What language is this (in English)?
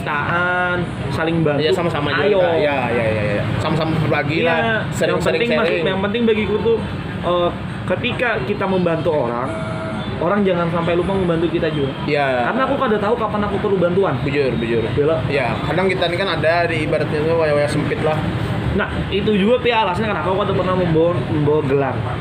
Banjar